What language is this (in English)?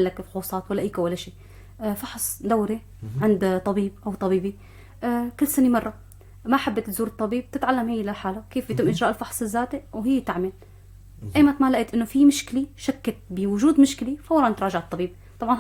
North Levantine Arabic